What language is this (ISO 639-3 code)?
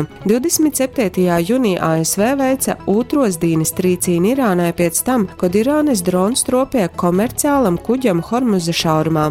ltg